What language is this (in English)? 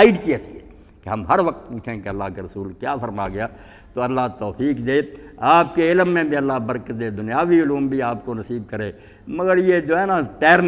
Urdu